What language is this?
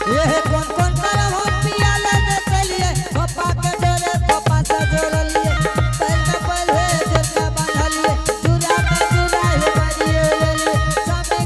Angika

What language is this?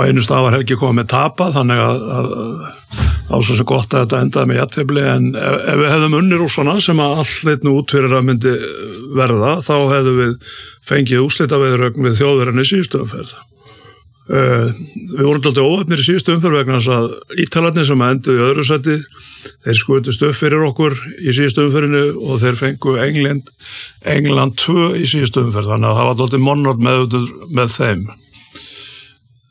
Icelandic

